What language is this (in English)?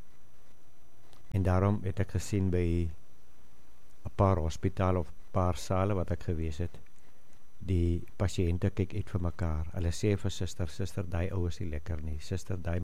Afrikaans